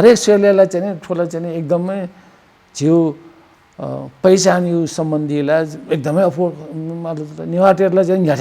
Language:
Newari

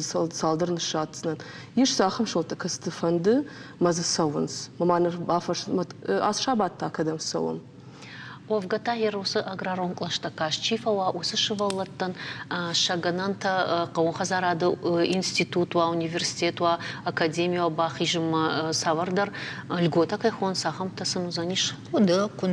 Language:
Ossetic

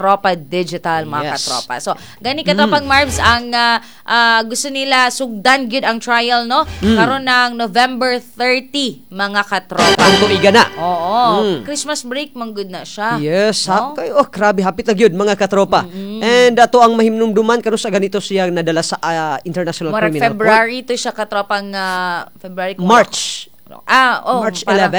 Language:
Cebuano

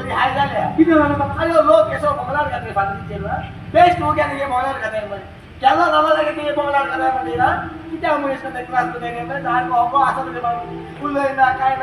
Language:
Konkani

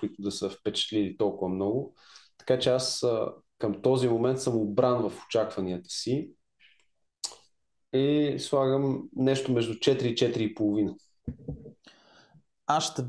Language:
Bulgarian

